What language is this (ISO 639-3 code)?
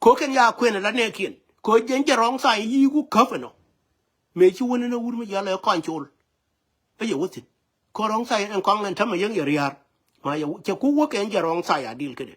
nus